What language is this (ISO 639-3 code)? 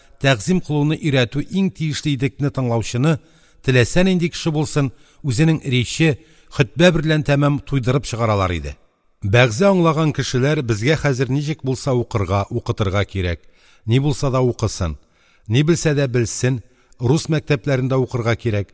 tat